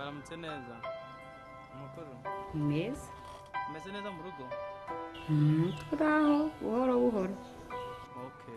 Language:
Kinyarwanda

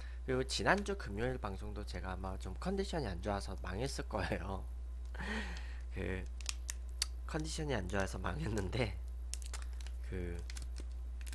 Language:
Korean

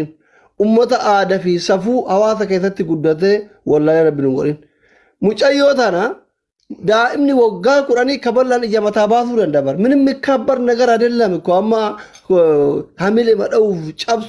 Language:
Oromo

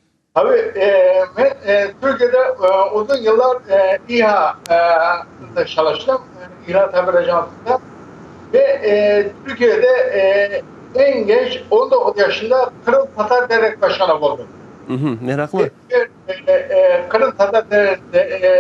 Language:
Crimean Tatar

